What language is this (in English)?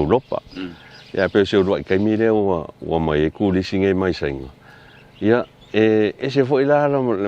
Samoan